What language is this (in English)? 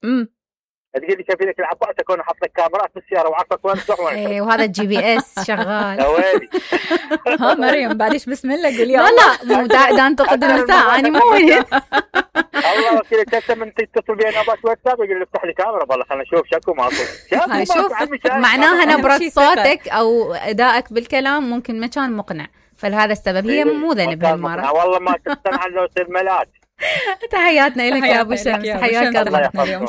Mesopotamian Arabic